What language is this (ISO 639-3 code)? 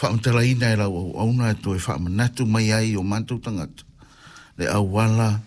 smo